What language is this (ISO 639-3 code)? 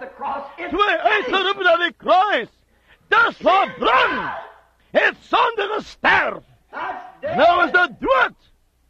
afr